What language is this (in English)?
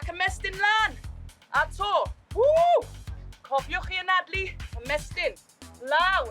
Welsh